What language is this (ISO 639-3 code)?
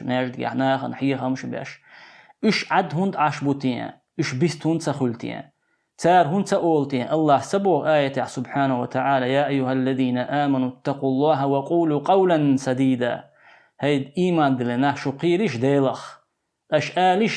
che